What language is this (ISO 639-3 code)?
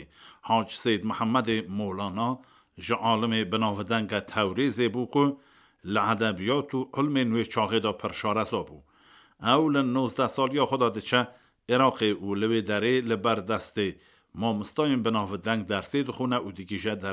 kur